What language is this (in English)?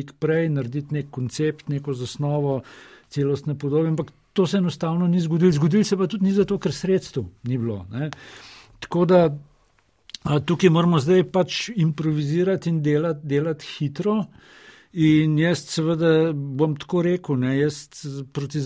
Slovenian